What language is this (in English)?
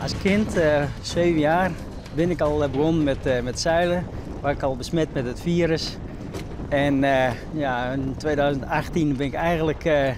Western Frisian